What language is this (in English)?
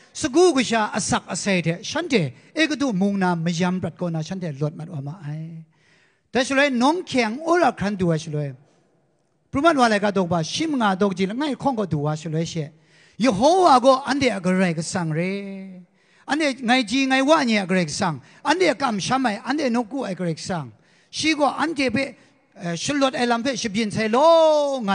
Kachin